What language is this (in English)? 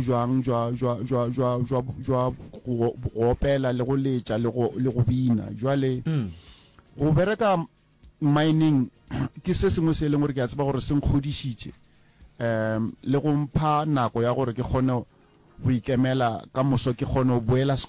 Northern Sotho